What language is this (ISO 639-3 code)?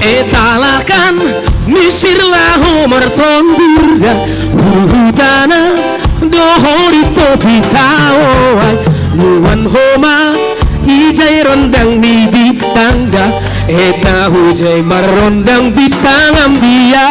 bts